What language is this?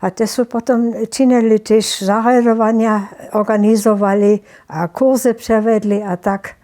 Upper Sorbian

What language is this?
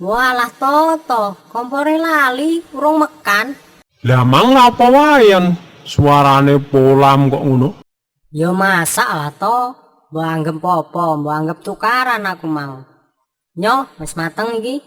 Javanese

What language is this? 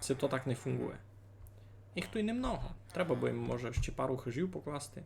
Rusyn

